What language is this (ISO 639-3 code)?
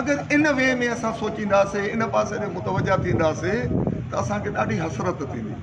snd